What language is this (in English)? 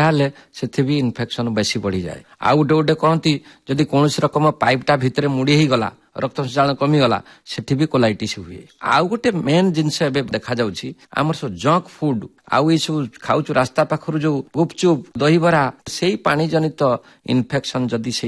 Odia